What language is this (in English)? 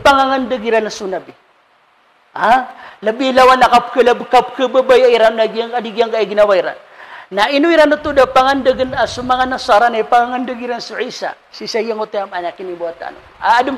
Maranao